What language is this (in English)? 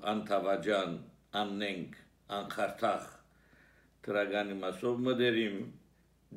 Armenian